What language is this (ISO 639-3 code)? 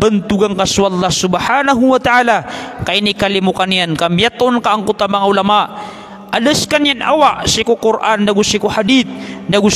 mrw